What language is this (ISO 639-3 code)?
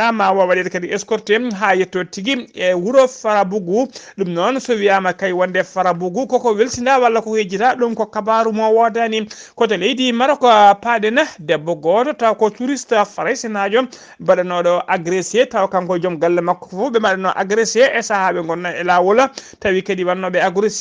ful